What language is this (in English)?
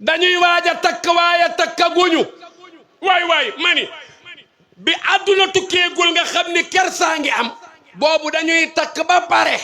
Wolof